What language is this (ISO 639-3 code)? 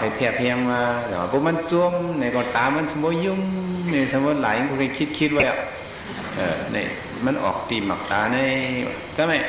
shn